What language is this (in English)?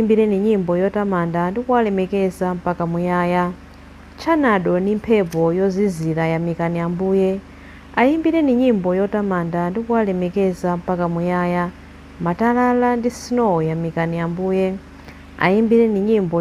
Nyanja